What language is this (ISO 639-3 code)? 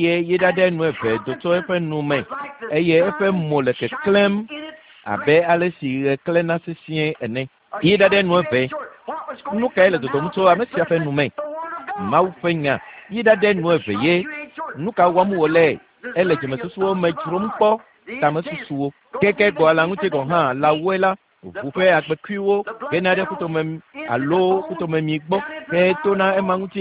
ewe